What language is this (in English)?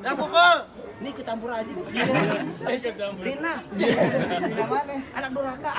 Betawi